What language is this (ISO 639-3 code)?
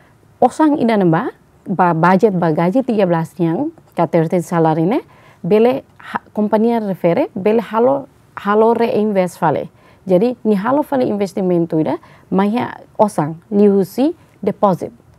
tet